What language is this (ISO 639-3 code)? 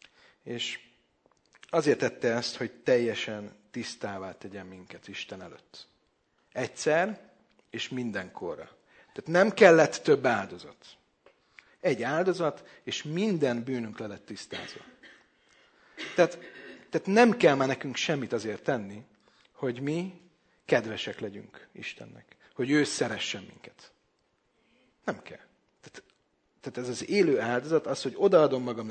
hun